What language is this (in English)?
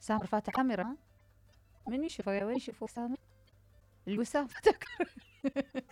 Mesopotamian Arabic